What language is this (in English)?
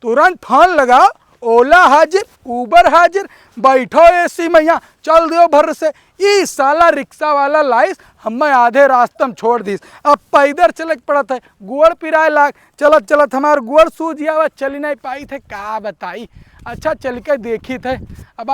Awadhi